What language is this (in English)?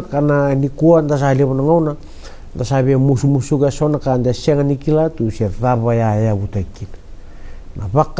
Fijian